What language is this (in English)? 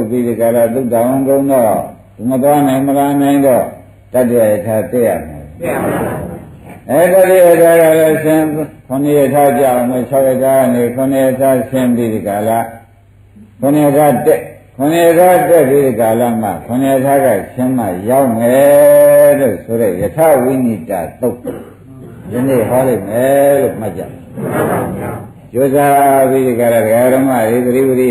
Burmese